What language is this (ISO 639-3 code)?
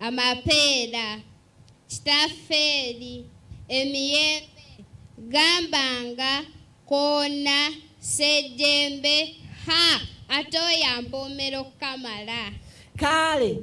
lug